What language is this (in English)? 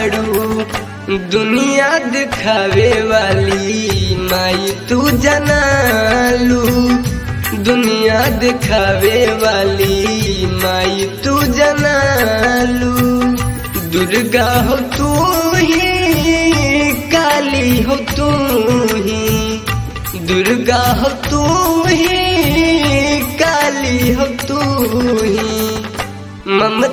Bhojpuri